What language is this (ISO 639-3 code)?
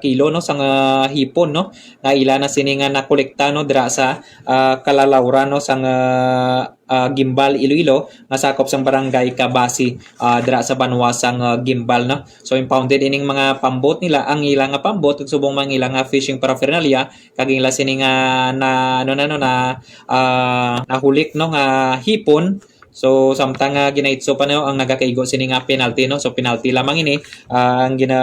hil